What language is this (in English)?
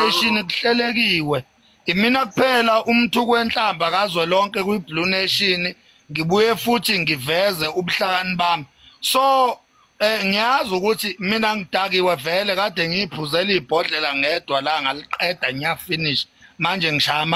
Zulu